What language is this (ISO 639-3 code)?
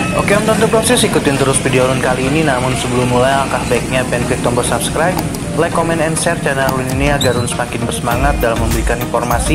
bjn